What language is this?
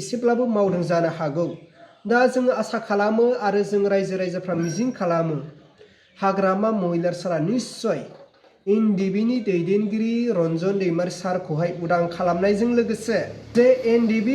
Bodo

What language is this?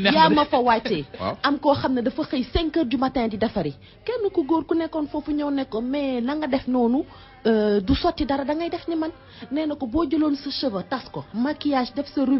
Wolof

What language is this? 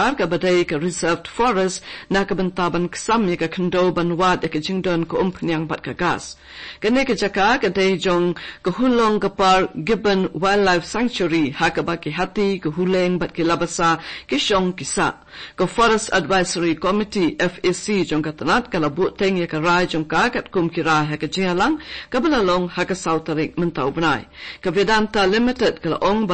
Khasi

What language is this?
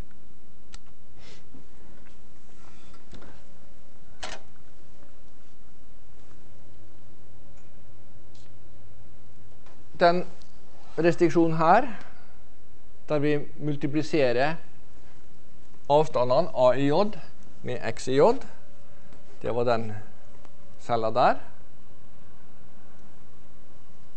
Norwegian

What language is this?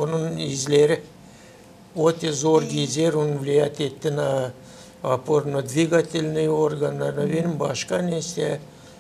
Gagauz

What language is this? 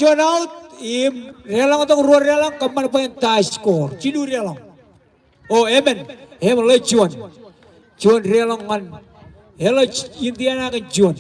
Marshallese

